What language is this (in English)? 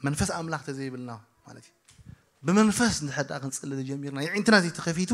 Tigrinya